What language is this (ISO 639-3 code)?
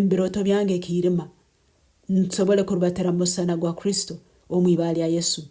nyn